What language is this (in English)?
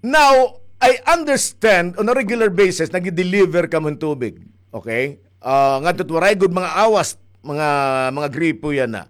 Waray